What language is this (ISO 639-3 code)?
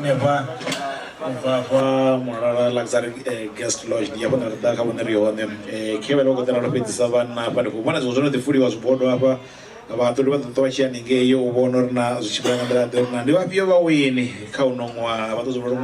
ven